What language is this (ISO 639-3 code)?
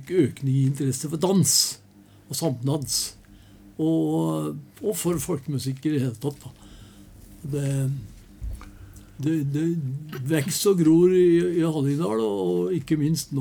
nor